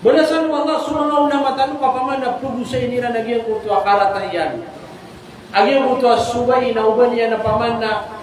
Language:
Maranao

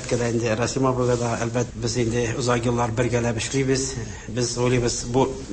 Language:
Tatar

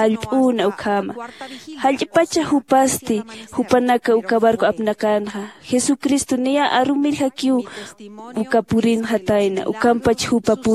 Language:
Aymara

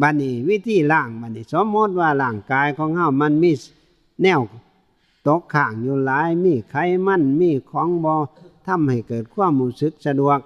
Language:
Northeastern Thai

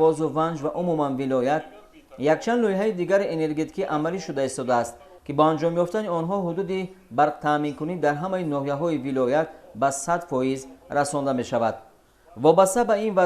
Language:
Tajik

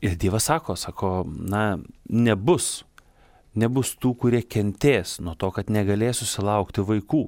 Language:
Lithuanian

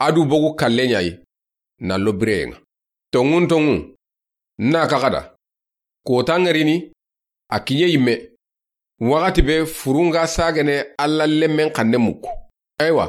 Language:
Soninke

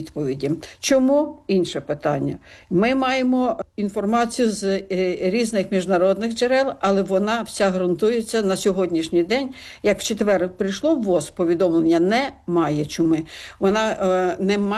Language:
Ukrainian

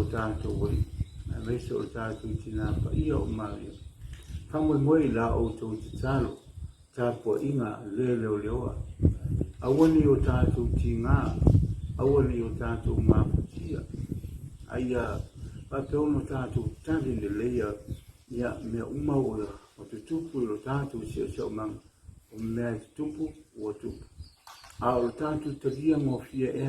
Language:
Samoan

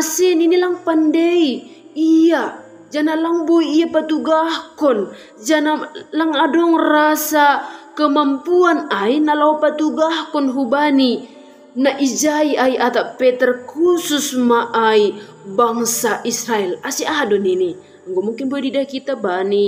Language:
Batak Simalungun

